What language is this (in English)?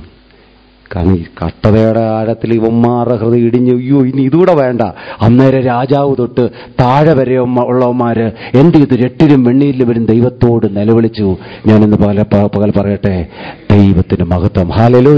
Malayalam